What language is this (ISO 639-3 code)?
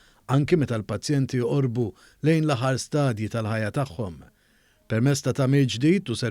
mlt